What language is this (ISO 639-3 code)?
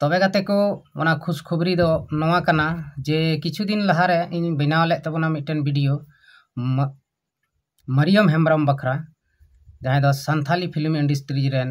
sat